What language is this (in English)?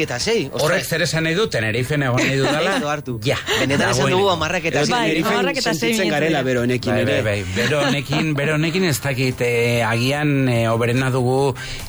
Basque